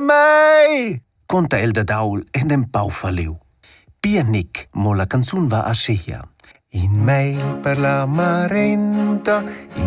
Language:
Romansh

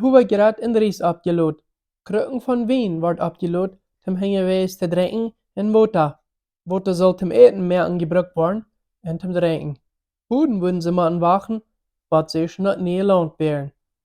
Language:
Plautdietsch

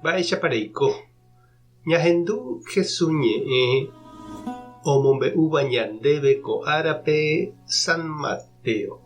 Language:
Guarani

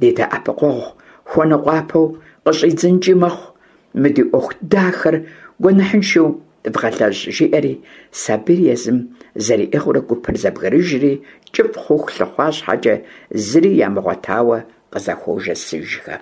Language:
Kabardian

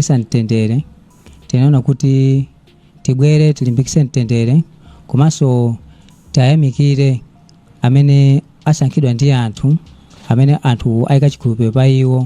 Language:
Nyanja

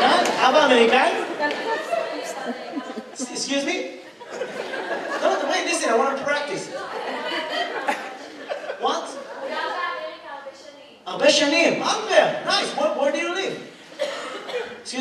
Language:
Hebrew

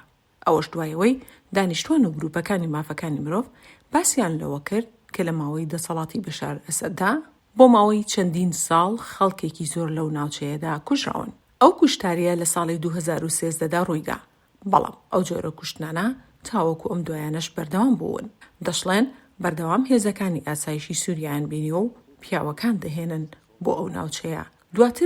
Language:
Central Kurdish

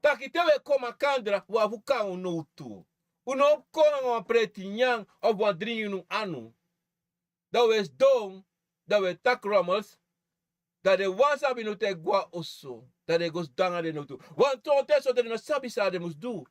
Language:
Sranan Tongo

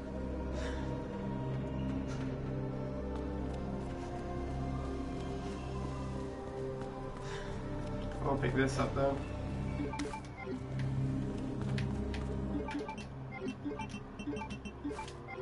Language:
English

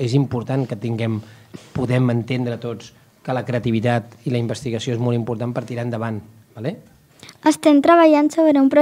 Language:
Catalan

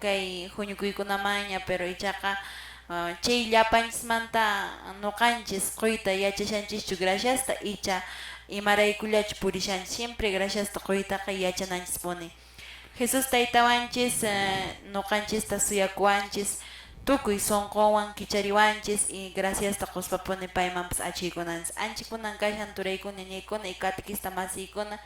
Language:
Quechua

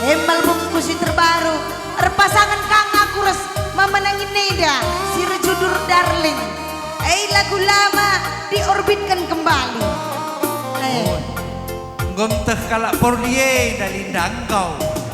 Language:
Batak Karo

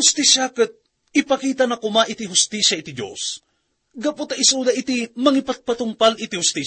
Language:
Iloko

